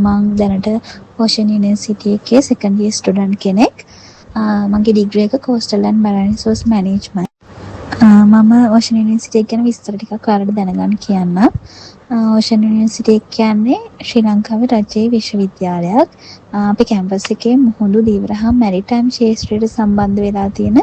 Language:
Sinhala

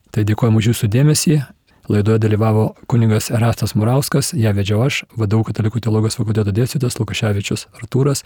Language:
Lithuanian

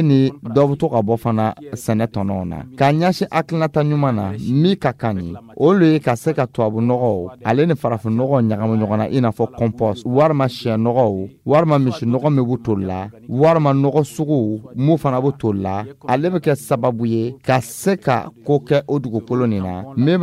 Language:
Dyula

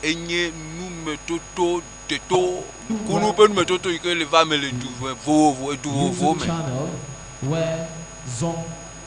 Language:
Ewe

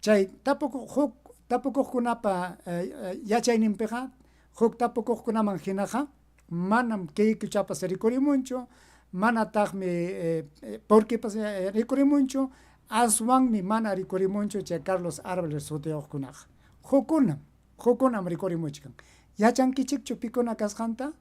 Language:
Ayacucho Quechua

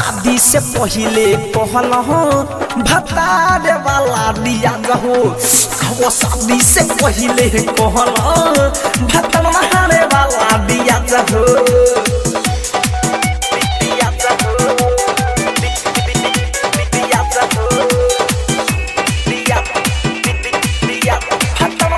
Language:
Bhojpuri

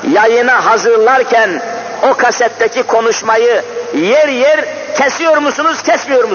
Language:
Turkish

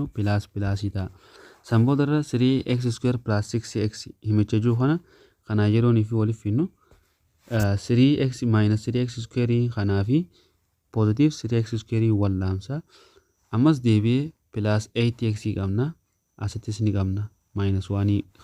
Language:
Oromo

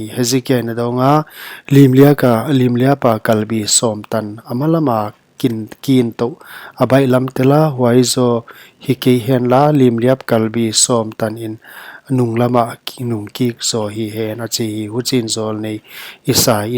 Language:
Paite Chin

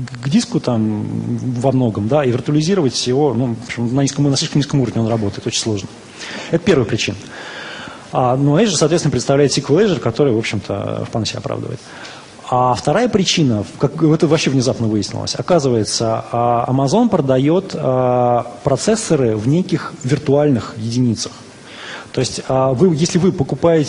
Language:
Russian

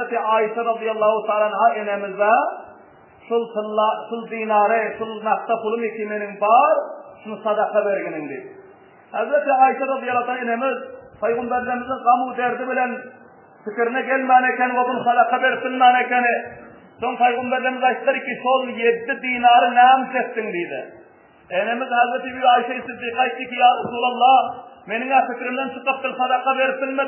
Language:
Turkmen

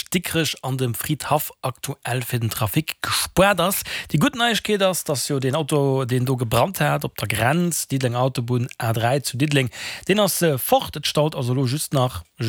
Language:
Luxembourgish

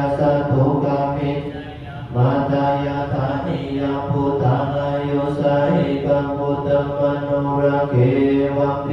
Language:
Pali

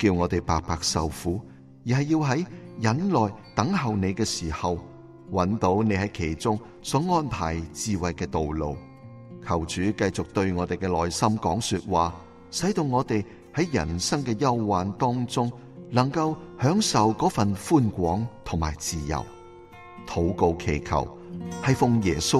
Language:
Cantonese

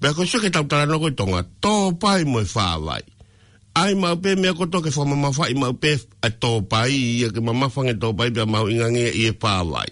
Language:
Tongan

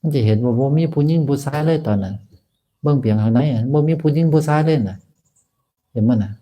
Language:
Northeastern Thai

